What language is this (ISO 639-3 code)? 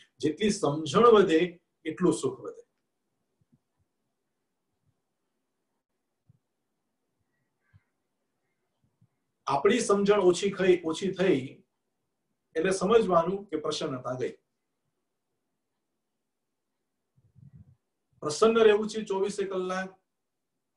guj